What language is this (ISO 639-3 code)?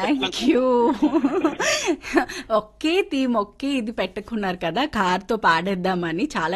tel